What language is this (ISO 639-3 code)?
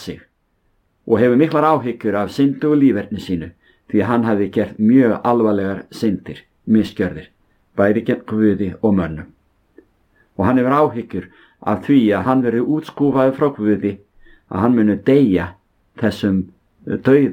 isl